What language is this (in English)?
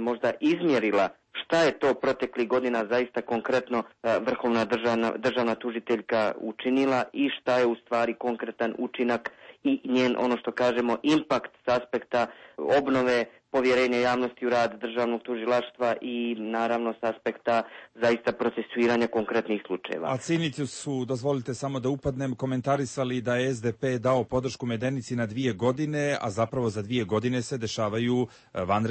Croatian